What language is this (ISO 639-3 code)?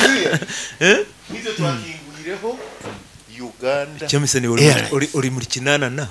nyo